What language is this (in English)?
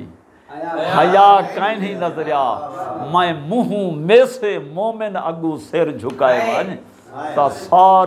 Saraiki